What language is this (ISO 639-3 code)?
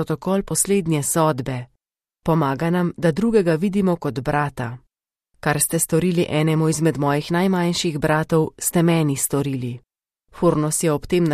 slv